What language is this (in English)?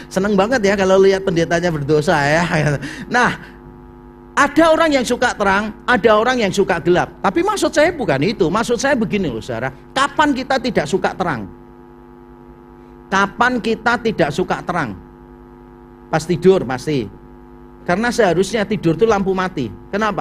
Indonesian